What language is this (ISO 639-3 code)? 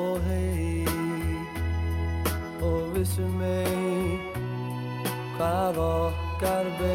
isl